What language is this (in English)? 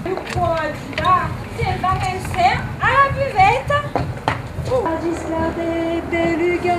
Occitan